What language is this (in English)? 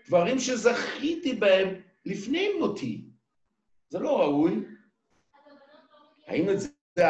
Hebrew